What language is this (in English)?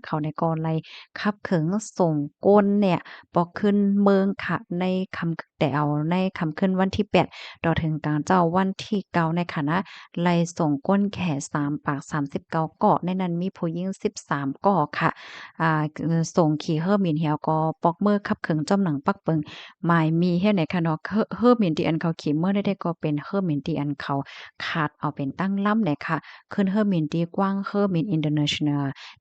Shan